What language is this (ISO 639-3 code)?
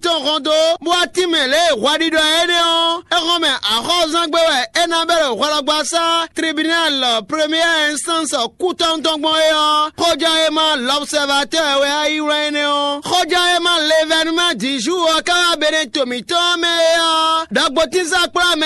fon